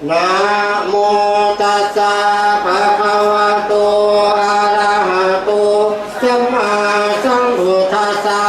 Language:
Pali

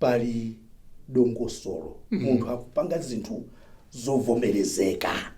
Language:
Nyanja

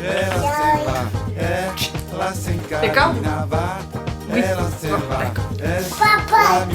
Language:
Occitan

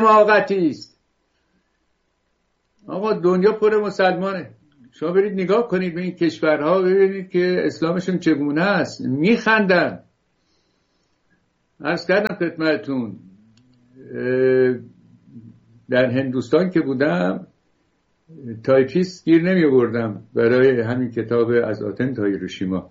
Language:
Persian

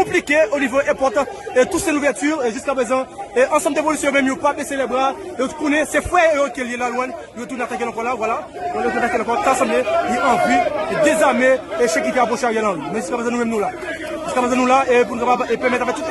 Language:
Haitian Creole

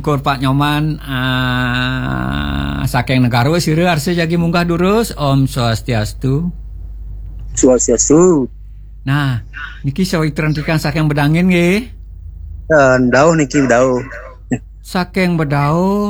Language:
Balinese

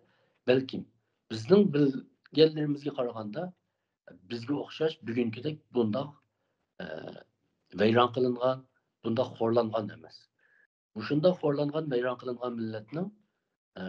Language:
Uyghur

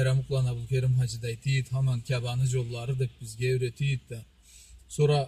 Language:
Karachay-Balkar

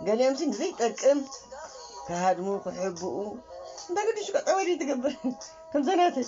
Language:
Tigrinya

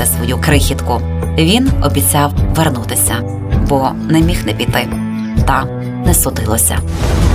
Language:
Ukrainian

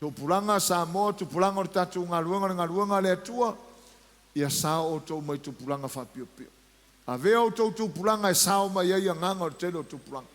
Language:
Samoan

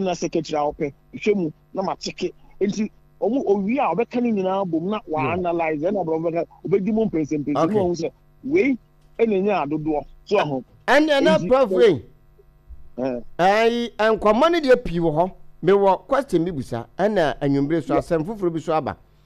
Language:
Akan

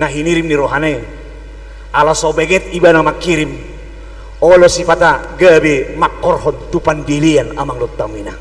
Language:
Batak Toba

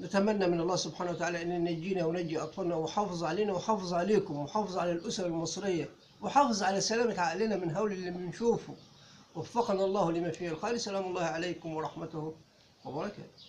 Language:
Egyptian Arabic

